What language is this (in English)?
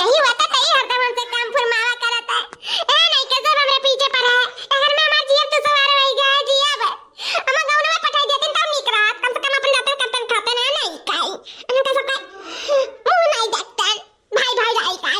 Awadhi